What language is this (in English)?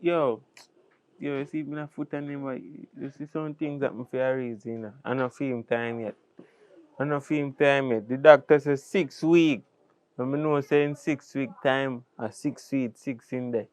Jamaican Creole English